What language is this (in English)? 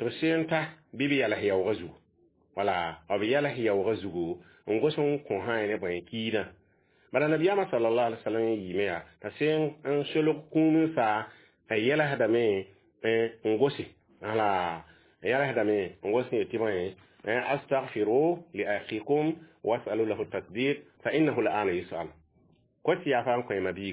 Mossi